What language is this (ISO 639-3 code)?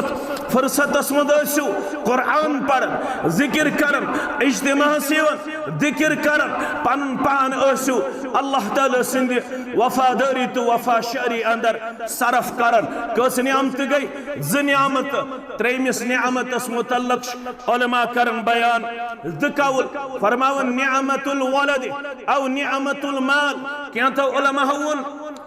kas